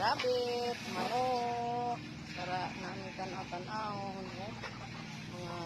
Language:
Cebuano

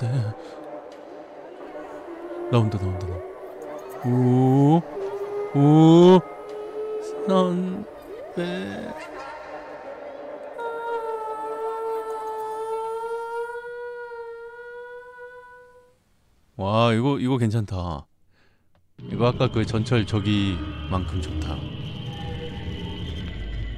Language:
Korean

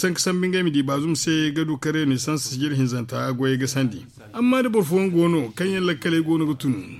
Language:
Zarma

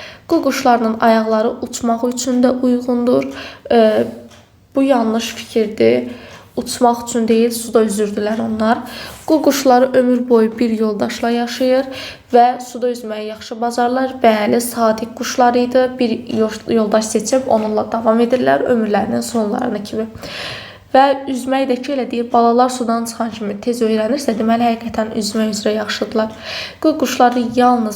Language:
Azerbaijani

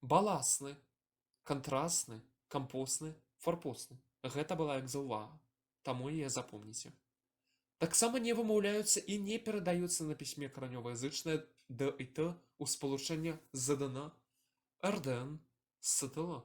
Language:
Belarusian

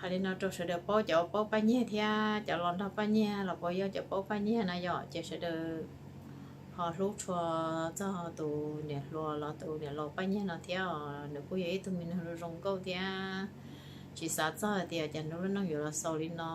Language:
Hmong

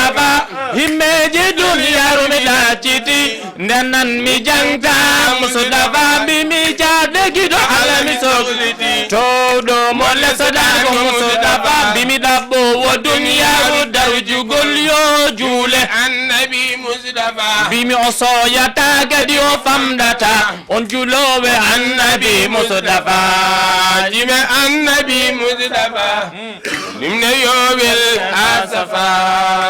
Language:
Fula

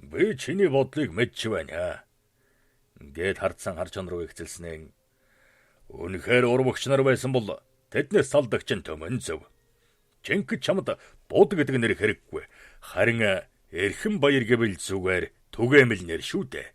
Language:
Mongolian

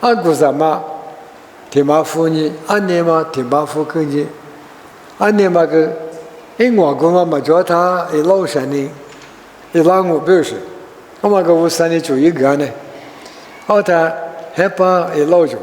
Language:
Lisu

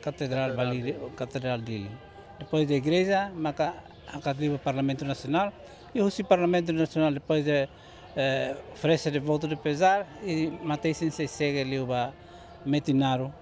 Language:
Tetum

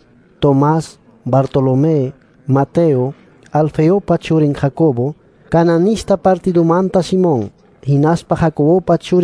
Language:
Quechua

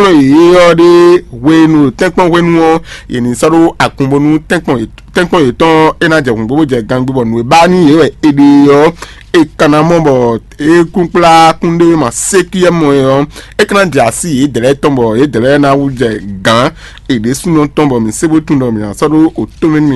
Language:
Fon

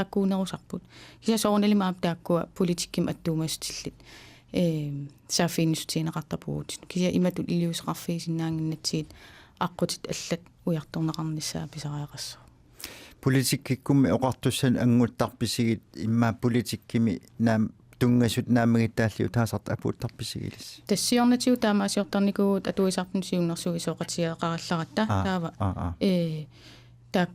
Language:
Kalaallisut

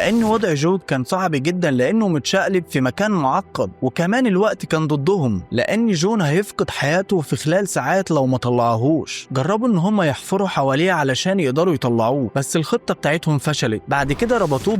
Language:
Egyptian Arabic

